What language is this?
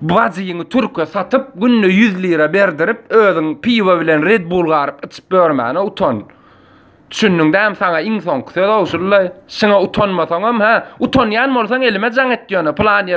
Turkmen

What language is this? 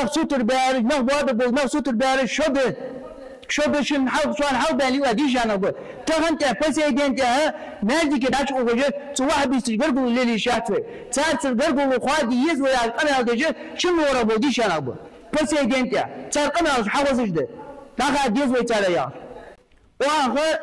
Ingush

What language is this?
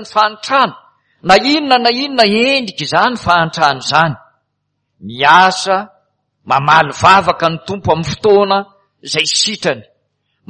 Malagasy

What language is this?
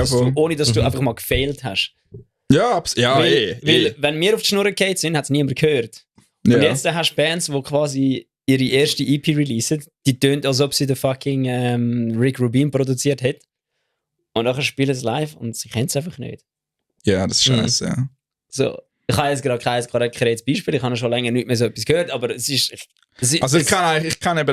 Swiss German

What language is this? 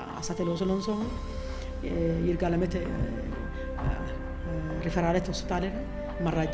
Sidamo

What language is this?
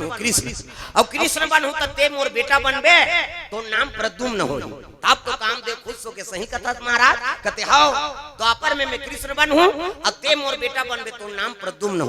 Chhattisgarhi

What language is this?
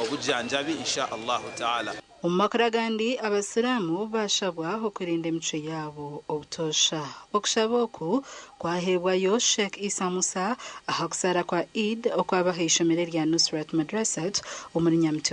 Nyankole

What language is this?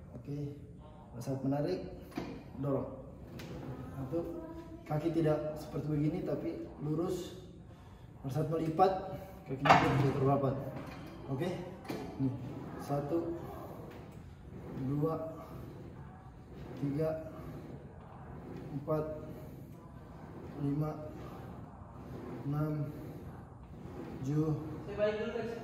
Indonesian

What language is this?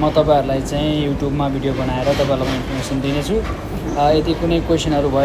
Nepali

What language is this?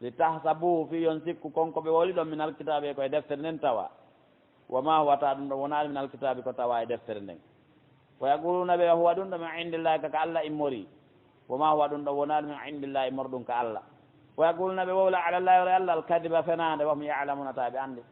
Pular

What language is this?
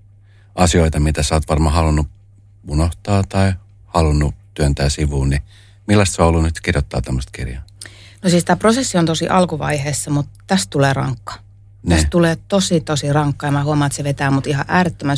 Finnish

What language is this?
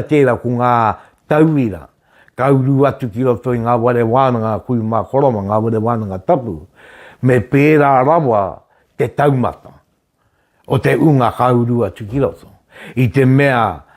Māori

